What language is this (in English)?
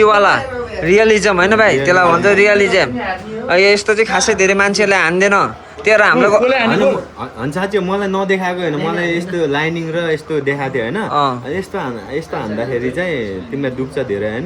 Nepali